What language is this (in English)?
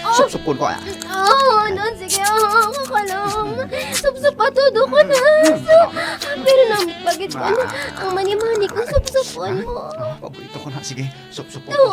Hiligaynon